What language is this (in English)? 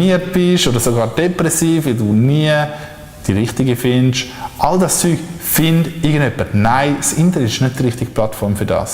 Swiss German